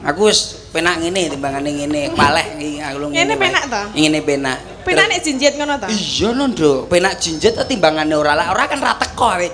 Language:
Javanese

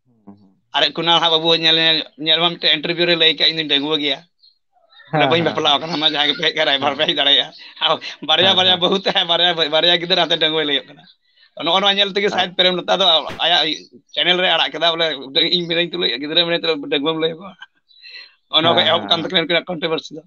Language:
Santali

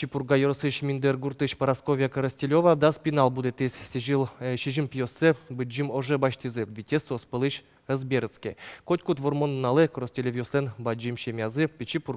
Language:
Udmurt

